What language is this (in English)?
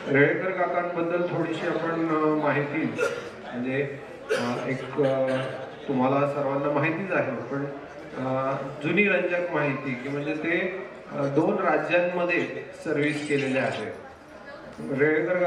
Marathi